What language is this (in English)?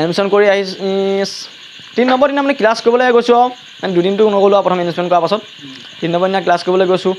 Assamese